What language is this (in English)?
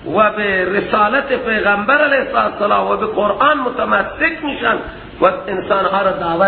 Persian